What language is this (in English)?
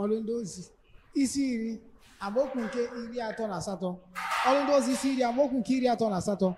Igbo